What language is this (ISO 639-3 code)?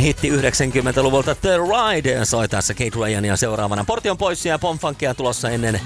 fin